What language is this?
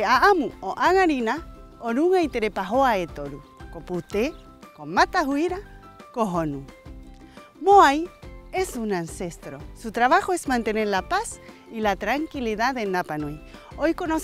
Rapanui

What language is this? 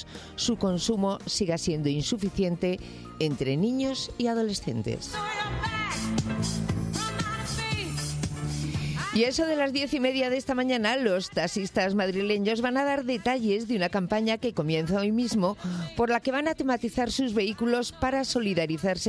Spanish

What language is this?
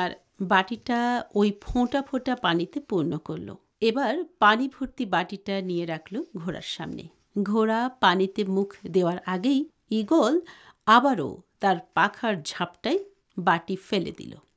Bangla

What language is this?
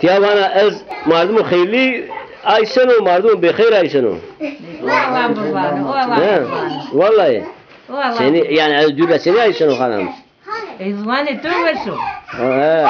Zaza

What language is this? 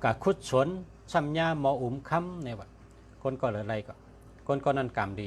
Shan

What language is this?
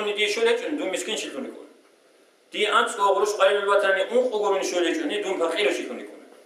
Avaric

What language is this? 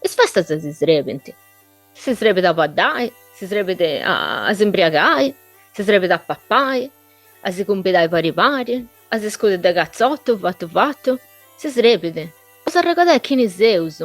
Sardinian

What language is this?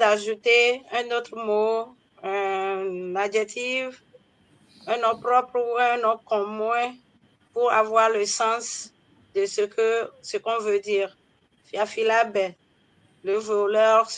Ewe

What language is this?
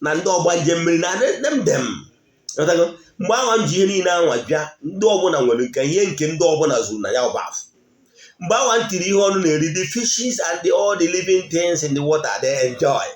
Igbo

